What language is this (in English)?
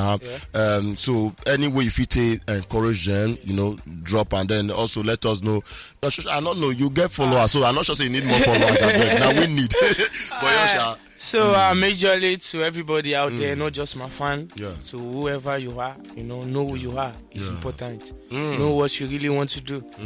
Nigerian Pidgin